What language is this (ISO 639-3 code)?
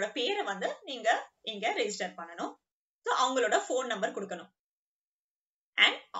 tam